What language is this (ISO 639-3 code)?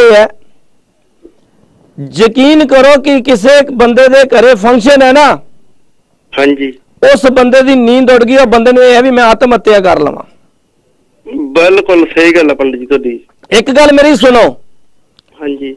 pan